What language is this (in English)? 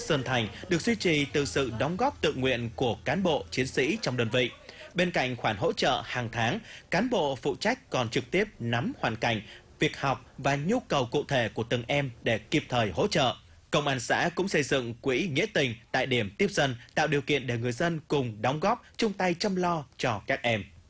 Vietnamese